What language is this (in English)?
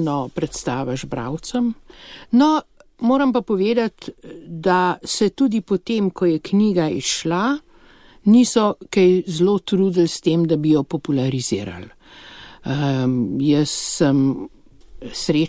Slovenian